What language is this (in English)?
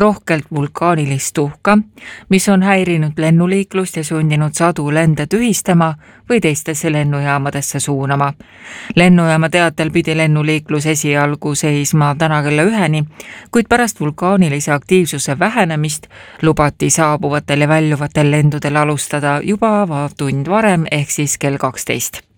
Estonian